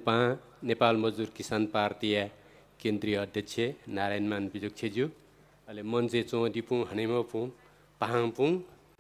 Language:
Newari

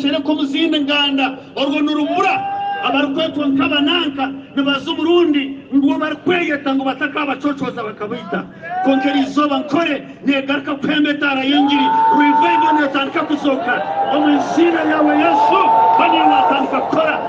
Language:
Nyankole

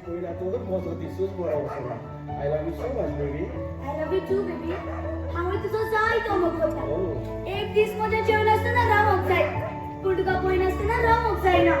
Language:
Konkani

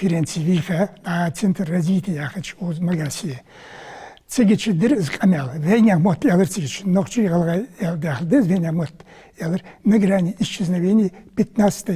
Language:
Ingush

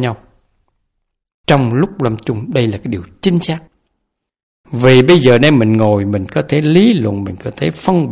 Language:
Vietnamese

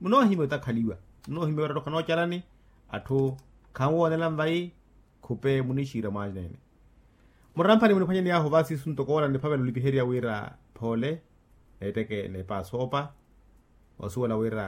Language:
Makhuwa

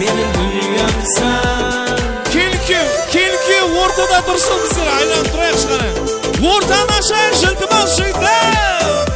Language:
Kara-Kalpak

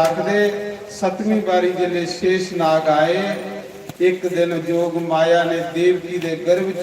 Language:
Dogri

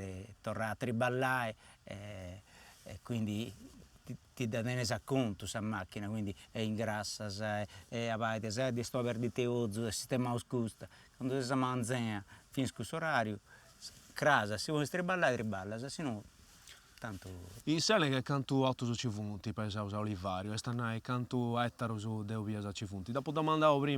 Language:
Sardinian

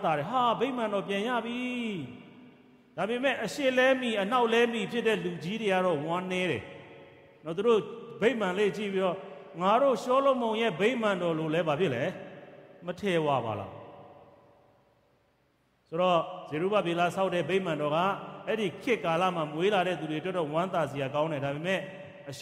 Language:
Burmese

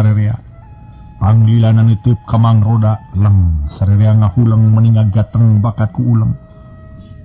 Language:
Sundanese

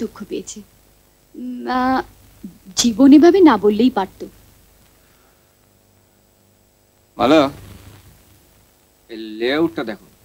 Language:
Bangla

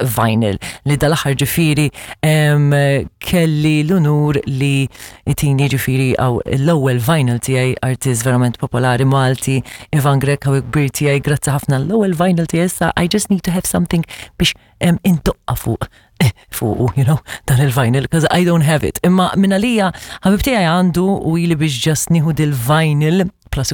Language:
Maltese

